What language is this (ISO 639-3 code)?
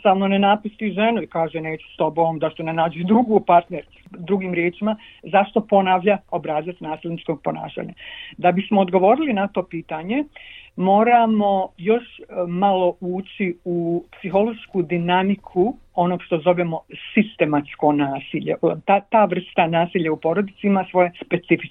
bos